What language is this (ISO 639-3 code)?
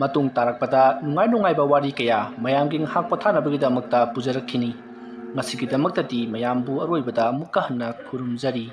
mni